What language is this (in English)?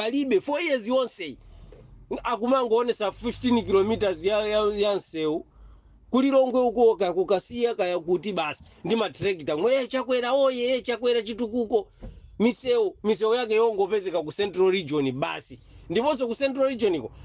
Nyanja